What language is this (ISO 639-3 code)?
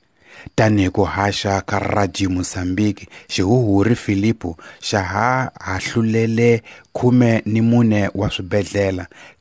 tso